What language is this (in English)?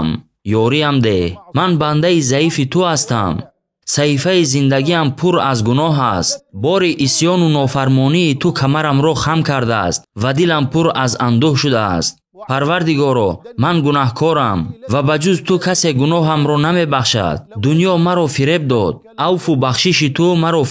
Tajik